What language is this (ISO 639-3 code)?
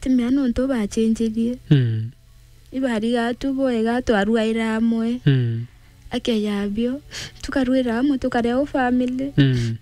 mer